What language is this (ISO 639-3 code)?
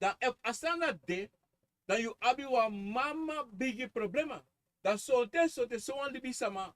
srn